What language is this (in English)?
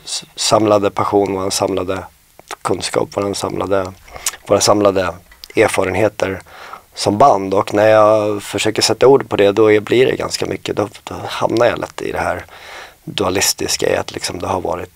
Swedish